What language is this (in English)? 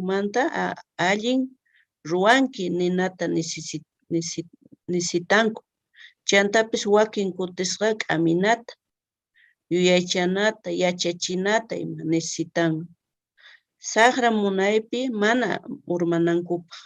South Bolivian Quechua